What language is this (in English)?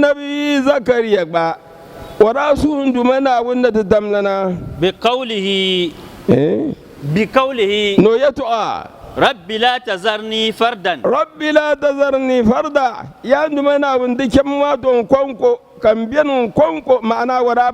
Dagbani